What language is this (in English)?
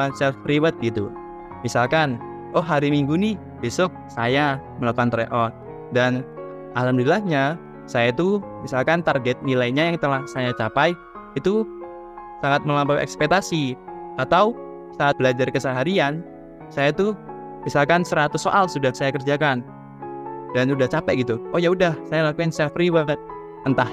Indonesian